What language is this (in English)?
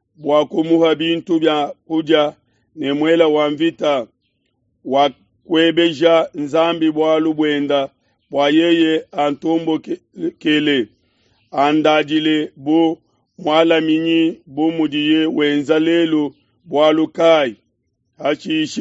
Luba-Lulua